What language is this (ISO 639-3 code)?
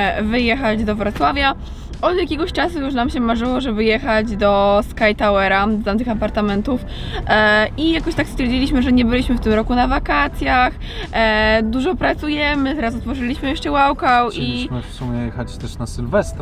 pol